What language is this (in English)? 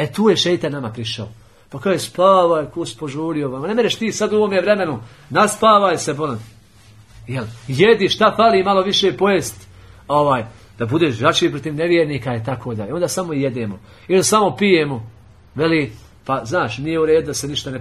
Bosnian